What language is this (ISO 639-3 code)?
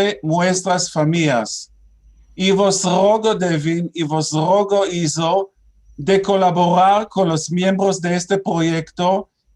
lad